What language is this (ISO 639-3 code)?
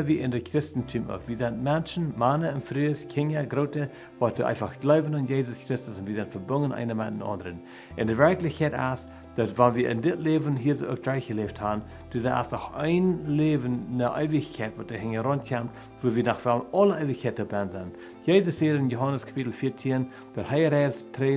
pdt